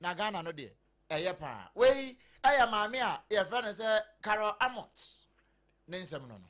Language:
Akan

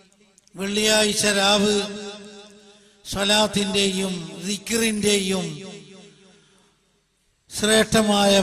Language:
Malayalam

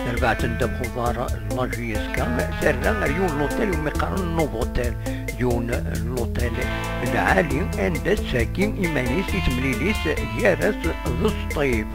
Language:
Kabyle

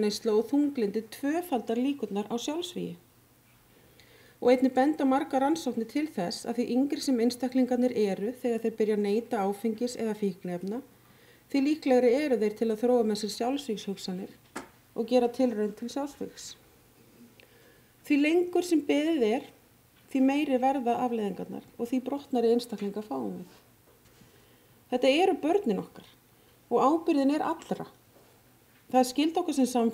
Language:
Icelandic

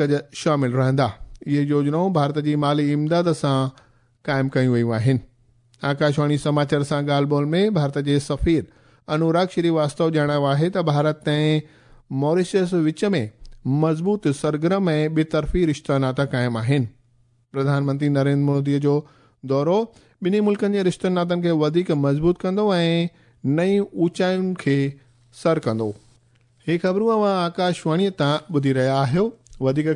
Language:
Sindhi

